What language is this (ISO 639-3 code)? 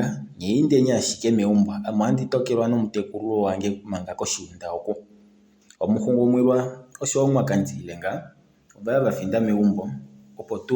kua